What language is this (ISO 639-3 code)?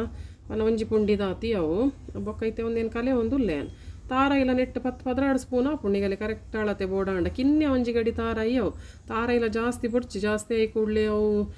tcy